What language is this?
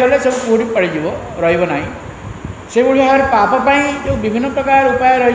Odia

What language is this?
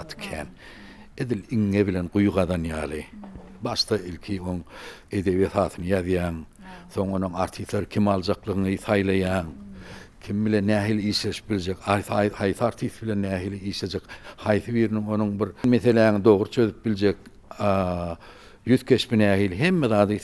Turkmen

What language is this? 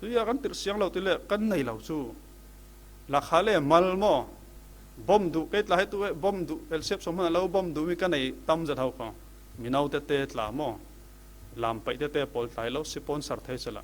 Falam Chin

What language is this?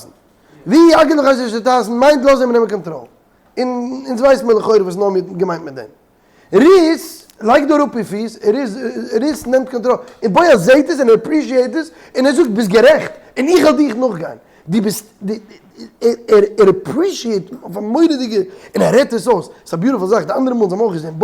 Yiddish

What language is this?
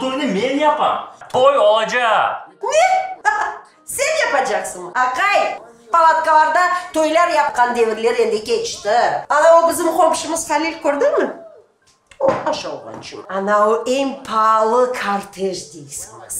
Crimean Tatar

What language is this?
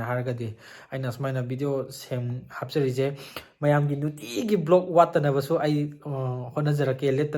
Manipuri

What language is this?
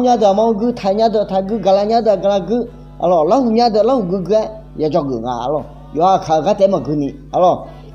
Akha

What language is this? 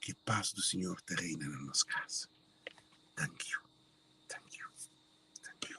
Kabuverdianu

